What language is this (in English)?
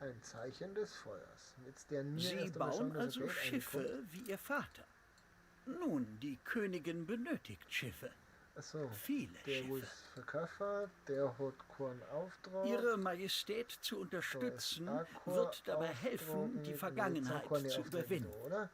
Bavarian